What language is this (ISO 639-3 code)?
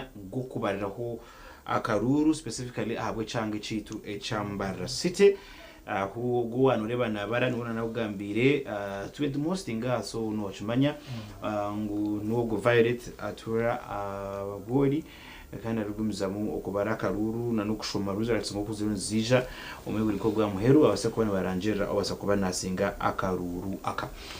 nyn